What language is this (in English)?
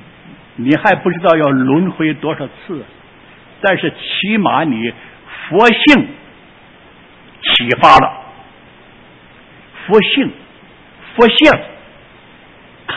Chinese